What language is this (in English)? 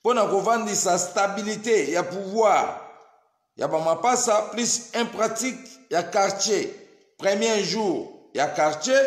Lingala